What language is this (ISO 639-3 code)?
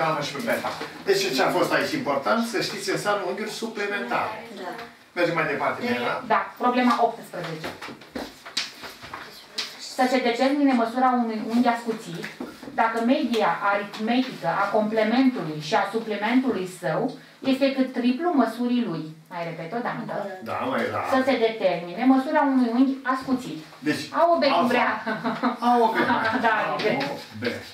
ron